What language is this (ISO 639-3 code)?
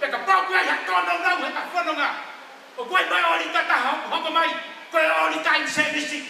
ton